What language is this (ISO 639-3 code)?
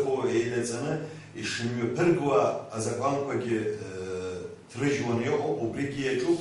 abk